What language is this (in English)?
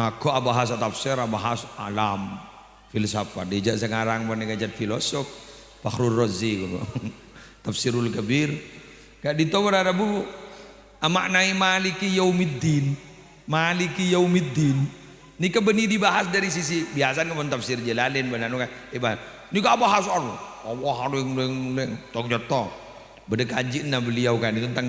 Madurese